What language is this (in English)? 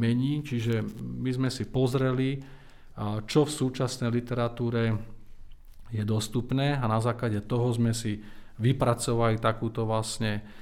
Slovak